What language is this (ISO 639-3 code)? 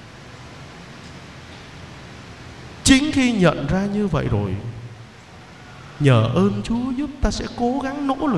vie